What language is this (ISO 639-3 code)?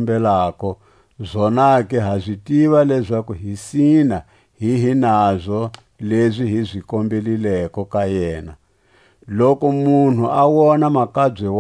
tsc